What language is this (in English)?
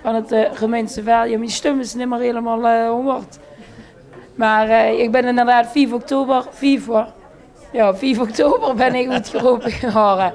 Limburgish